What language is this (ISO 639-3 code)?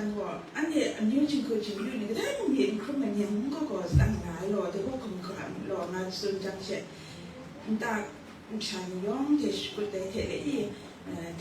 kac